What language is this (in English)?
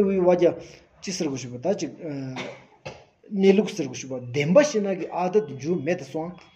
Stod Bhoti